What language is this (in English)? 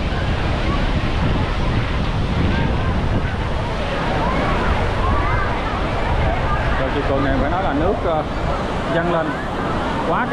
Vietnamese